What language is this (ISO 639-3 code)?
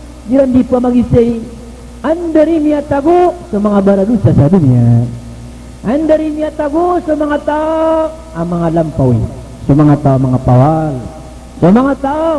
mrw